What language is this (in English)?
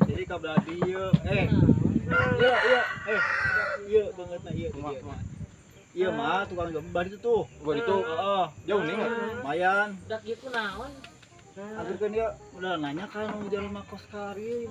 Sundanese